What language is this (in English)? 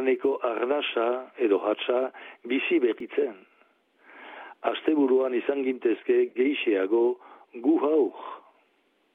Basque